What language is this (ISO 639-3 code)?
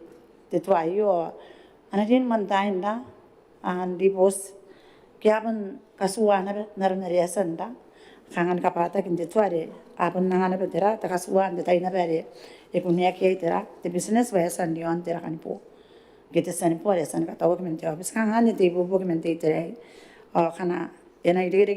gil